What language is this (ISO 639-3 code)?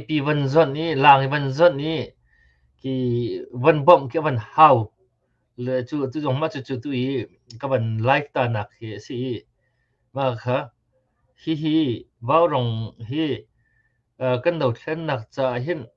cnh